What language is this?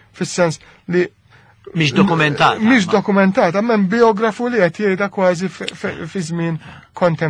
Maltese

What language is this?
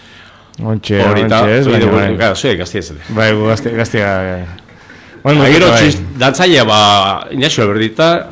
Basque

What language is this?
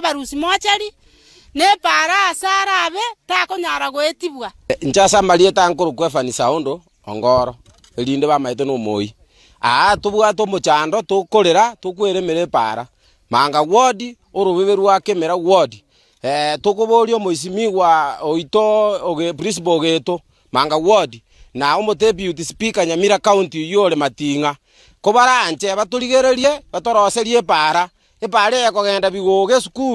Gusii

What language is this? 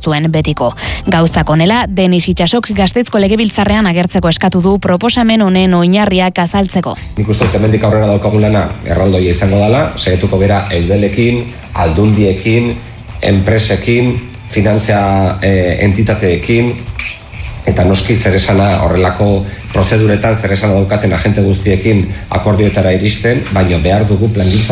Basque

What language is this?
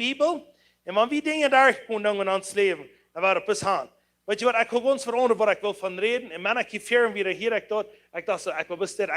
Plautdietsch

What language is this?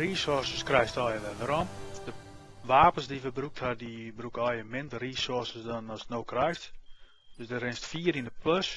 Western Frisian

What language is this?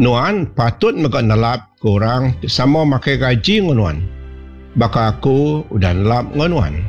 Iban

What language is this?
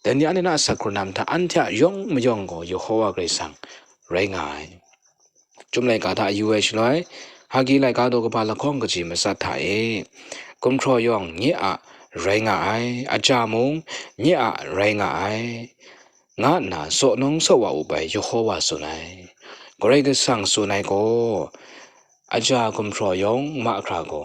Kachin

